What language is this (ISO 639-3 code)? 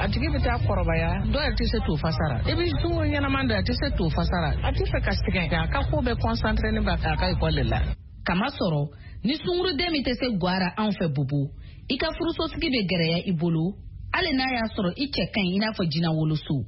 bam